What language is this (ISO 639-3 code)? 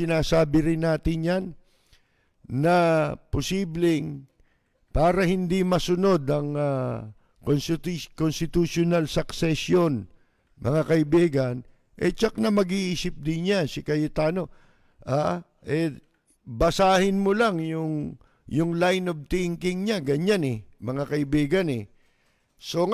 fil